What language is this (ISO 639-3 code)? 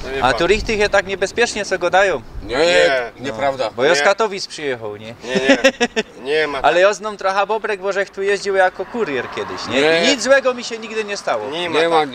szl